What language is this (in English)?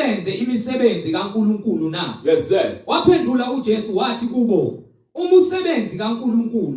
Zulu